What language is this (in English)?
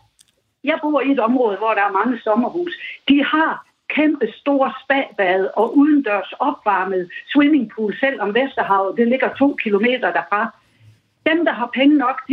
Danish